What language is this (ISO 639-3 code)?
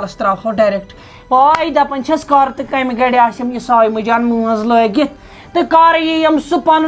kas